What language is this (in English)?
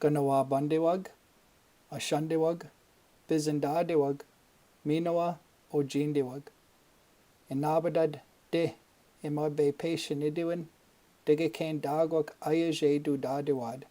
Chippewa